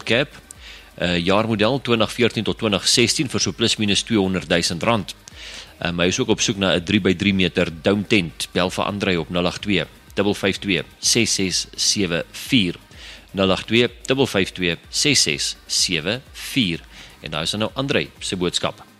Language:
Afrikaans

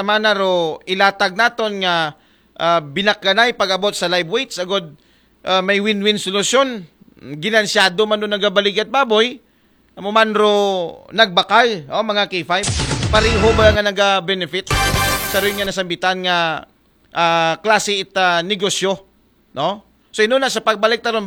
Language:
Aklanon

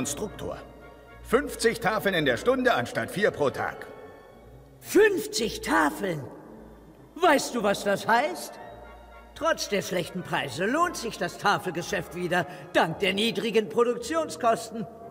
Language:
German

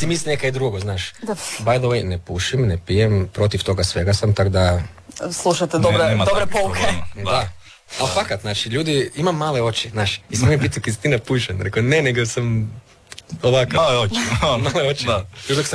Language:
Croatian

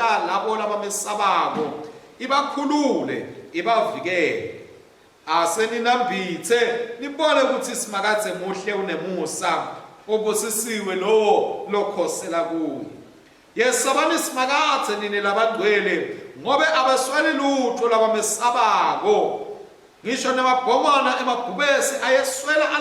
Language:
Swati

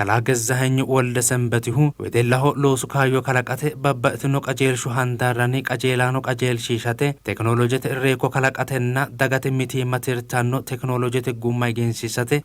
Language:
Sidamo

